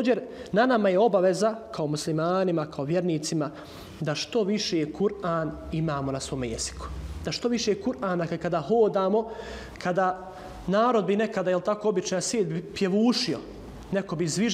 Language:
Bosnian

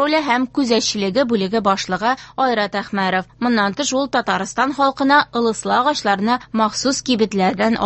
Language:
Tatar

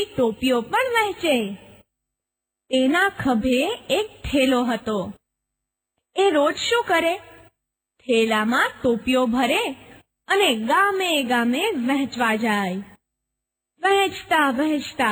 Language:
Gujarati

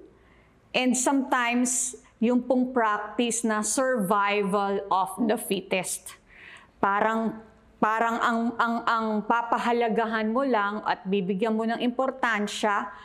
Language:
Filipino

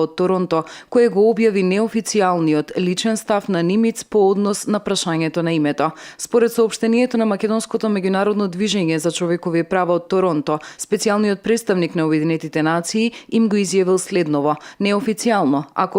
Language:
Macedonian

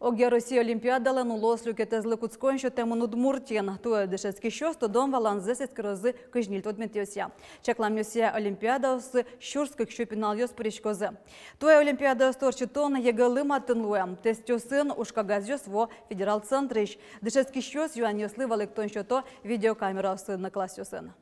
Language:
Udmurt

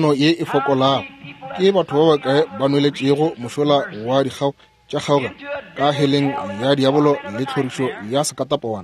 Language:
Northern Sotho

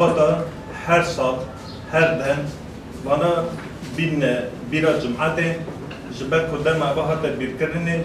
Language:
Kurdish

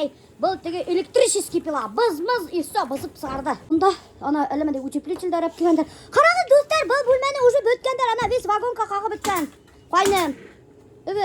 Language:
Bashkir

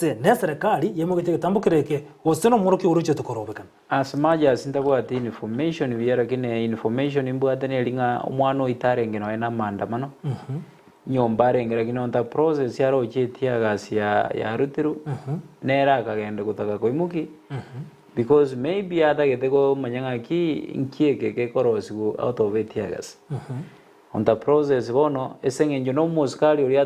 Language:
Gusii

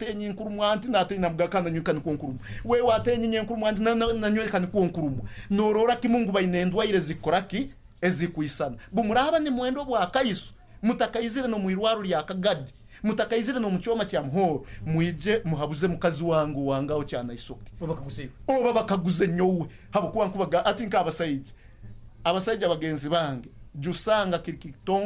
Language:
Nyoro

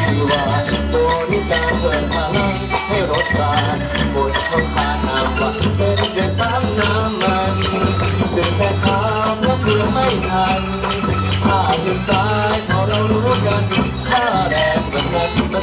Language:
Thai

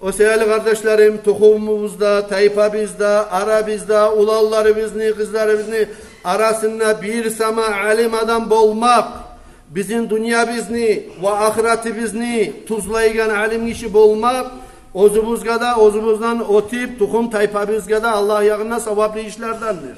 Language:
Kumyk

